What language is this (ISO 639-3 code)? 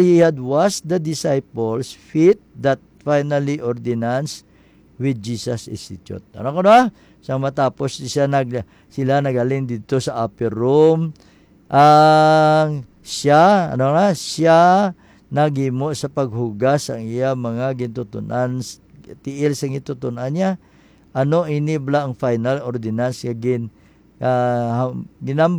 hil